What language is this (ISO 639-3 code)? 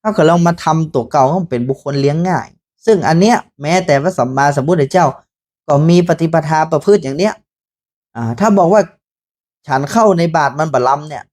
nod